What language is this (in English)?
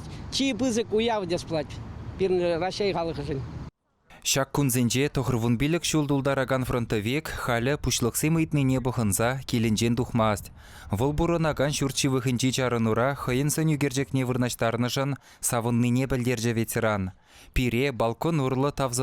Chuvash